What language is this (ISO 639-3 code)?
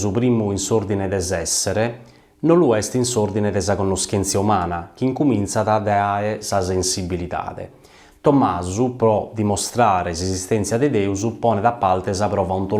srd